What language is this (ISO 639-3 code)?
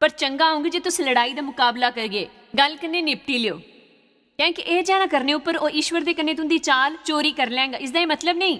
doi